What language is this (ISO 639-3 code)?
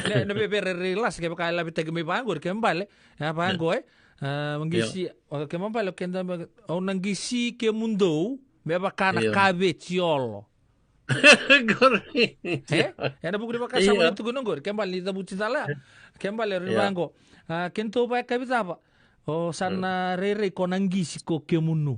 fij